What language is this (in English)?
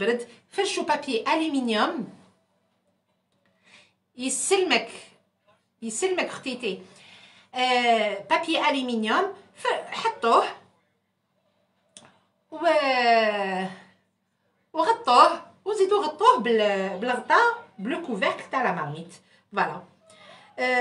French